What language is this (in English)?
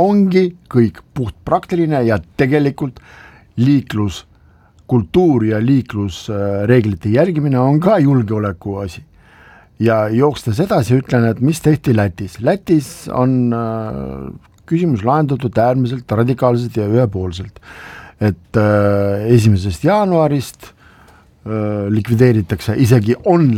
Estonian